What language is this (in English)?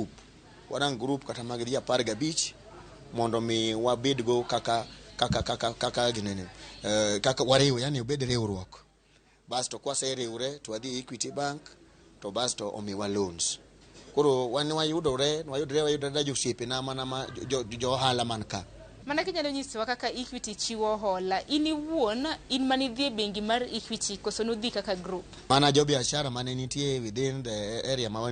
Luo (Kenya and Tanzania)